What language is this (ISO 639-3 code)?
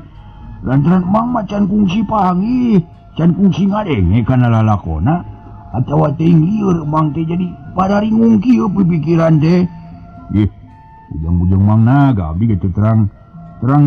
sun